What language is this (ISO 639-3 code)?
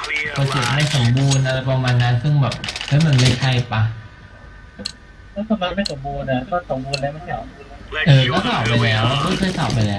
tha